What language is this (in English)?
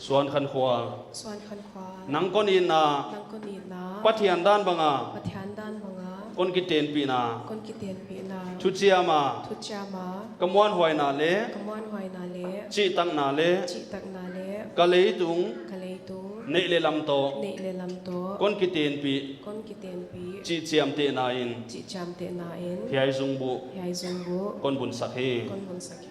Paite Chin